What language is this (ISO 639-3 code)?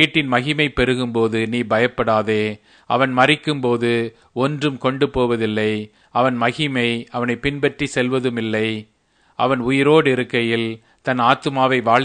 tam